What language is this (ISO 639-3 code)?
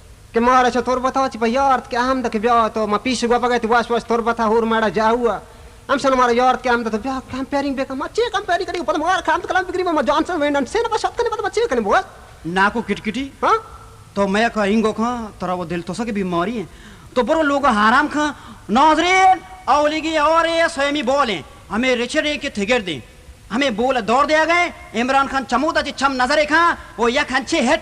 bal